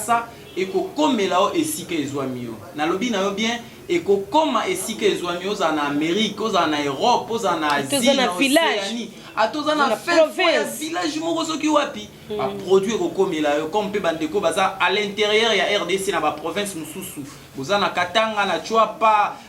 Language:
Lingala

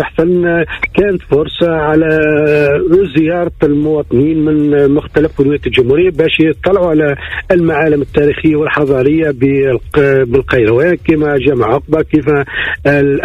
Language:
Tunisian Arabic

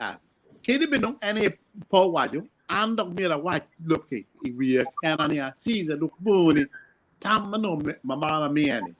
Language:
Acoli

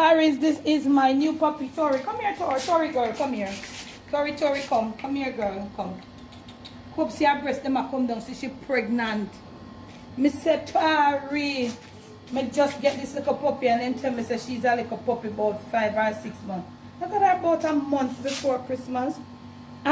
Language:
Jamaican Creole English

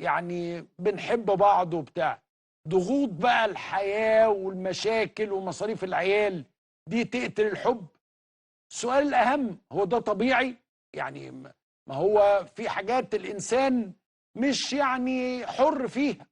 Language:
Egyptian Arabic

